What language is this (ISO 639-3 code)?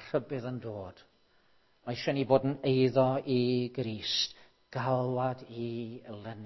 cym